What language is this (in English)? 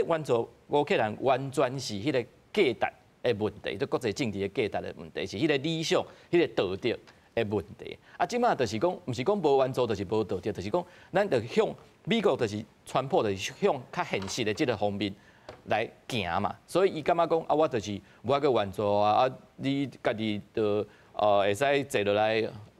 Min Nan Chinese